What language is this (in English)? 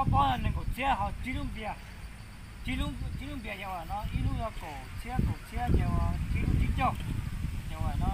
Hmong